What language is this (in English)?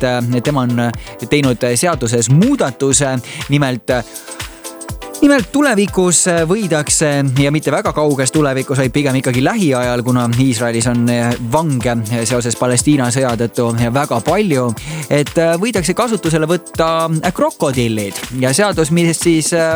Estonian